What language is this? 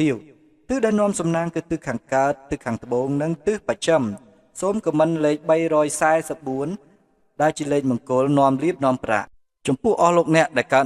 Khmer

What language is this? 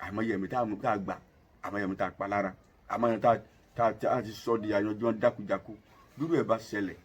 Yoruba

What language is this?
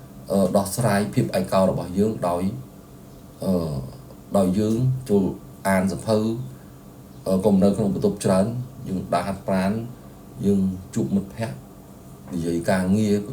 Khmer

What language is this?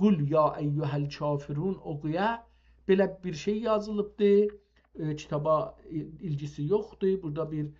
South Azerbaijani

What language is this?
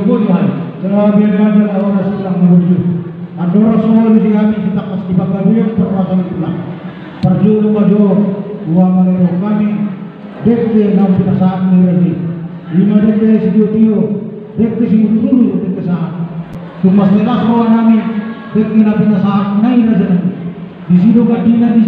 Batak Toba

